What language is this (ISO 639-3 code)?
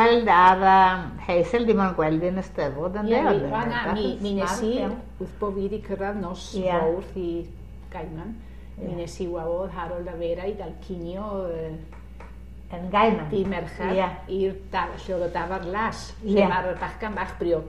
cym